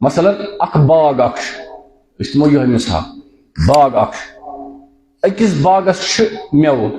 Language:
Kashmiri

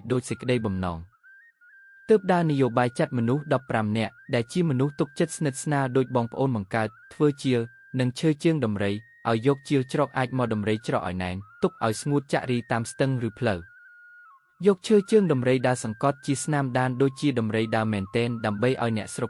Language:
Khmer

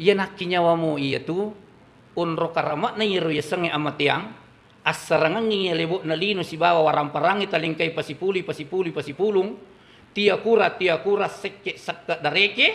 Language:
Buginese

